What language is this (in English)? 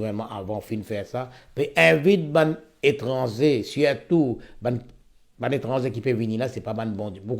Morisyen